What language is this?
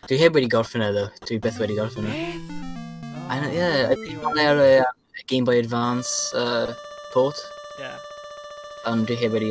Welsh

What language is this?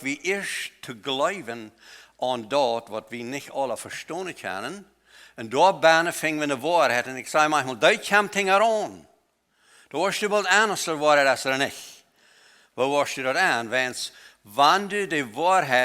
Plautdietsch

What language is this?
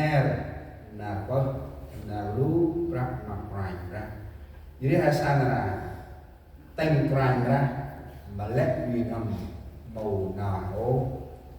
Central Mnong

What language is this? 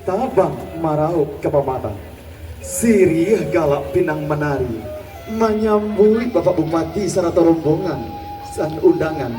Minangkabau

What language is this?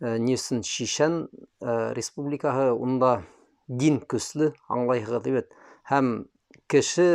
Bashkir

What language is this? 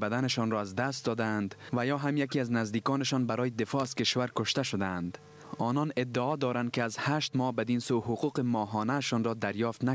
Persian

